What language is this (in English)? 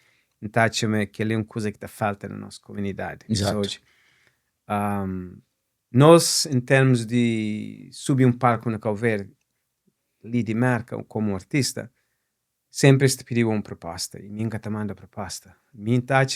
Kabuverdianu